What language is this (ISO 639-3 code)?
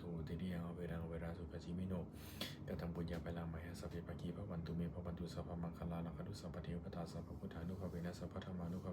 pli